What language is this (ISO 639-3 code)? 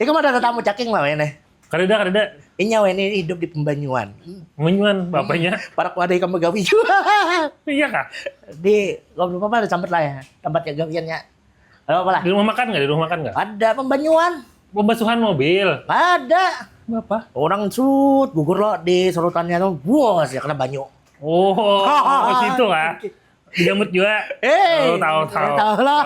bjn